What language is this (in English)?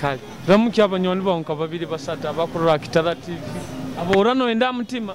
Nyoro